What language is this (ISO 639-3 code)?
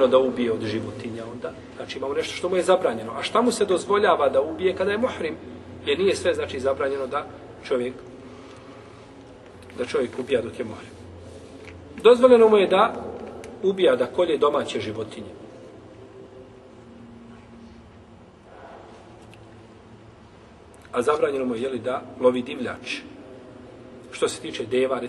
bos